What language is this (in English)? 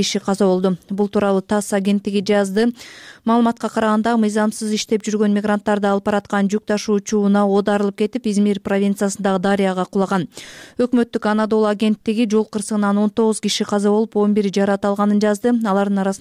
Kyrgyz